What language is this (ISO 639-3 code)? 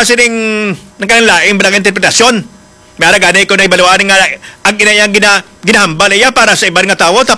hil